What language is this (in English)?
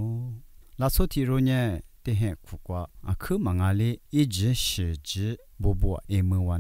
Lisu